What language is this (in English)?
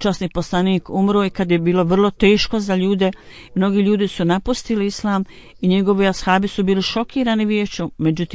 Bosnian